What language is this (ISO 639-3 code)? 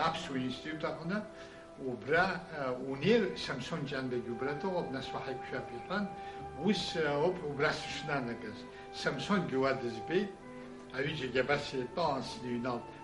abk